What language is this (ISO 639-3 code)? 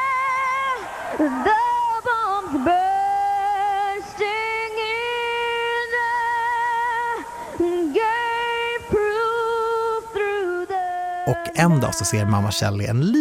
swe